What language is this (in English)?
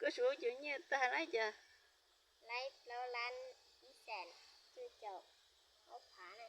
Hmong